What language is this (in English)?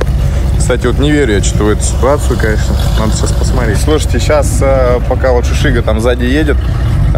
Russian